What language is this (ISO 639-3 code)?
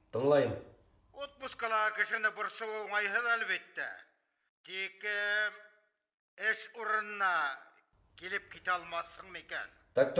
bak